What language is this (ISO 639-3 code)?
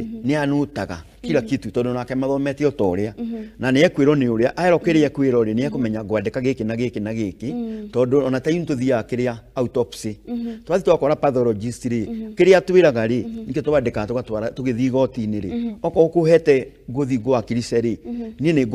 kik